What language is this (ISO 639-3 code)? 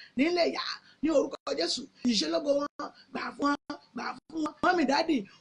yor